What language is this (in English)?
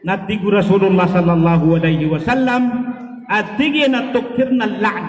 Maranao